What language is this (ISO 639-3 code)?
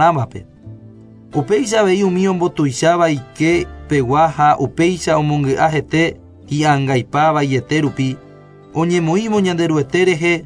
grn